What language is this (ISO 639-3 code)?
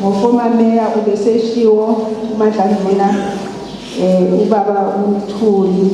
zul